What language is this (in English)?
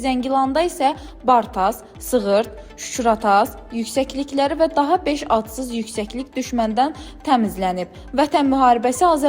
Azerbaijani